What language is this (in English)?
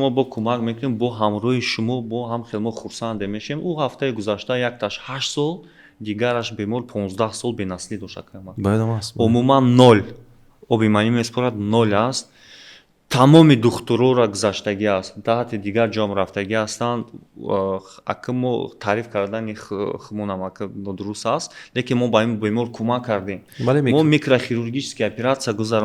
Tajik